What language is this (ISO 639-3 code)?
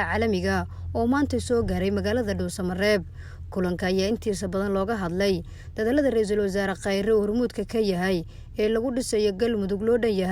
som